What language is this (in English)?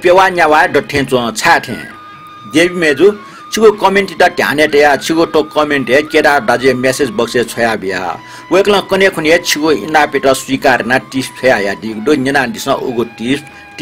Newari